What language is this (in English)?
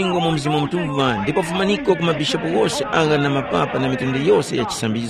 Tumbuka